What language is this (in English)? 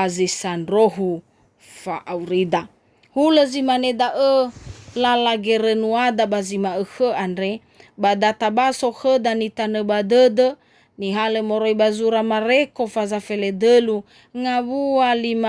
Nias